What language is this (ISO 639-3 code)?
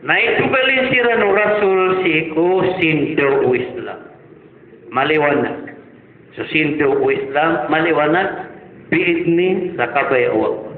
mrw